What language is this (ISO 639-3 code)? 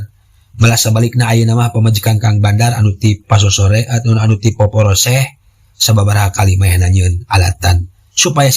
sun